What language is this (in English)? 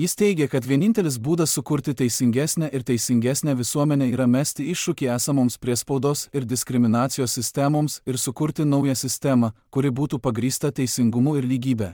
Lithuanian